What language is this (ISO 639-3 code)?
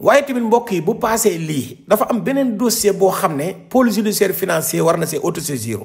wol